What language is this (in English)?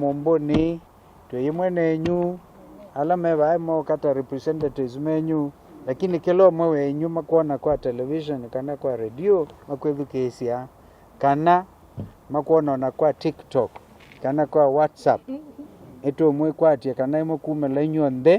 Kamba